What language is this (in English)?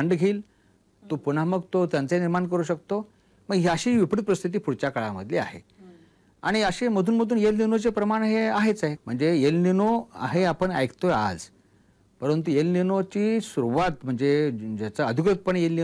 Marathi